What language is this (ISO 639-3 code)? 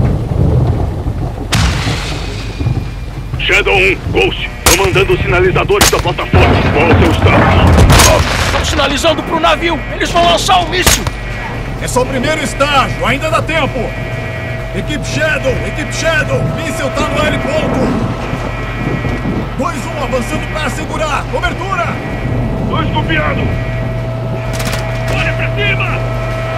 por